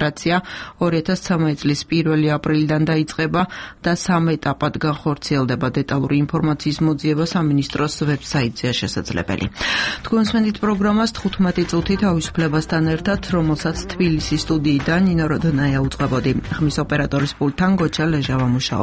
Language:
Georgian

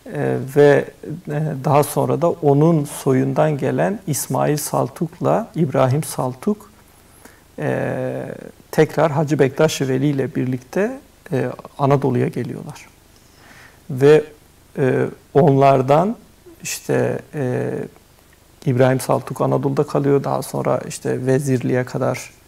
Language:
Turkish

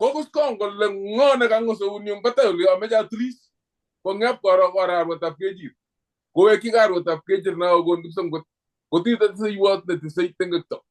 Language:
Kalenjin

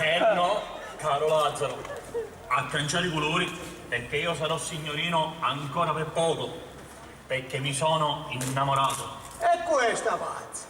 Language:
Sicilian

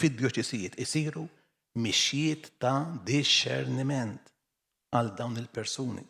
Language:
Maltese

